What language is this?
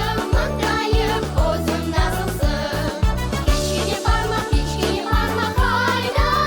Crimean Tatar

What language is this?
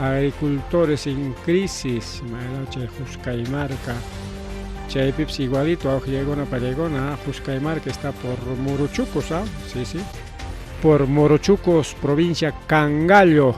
Ayacucho Quechua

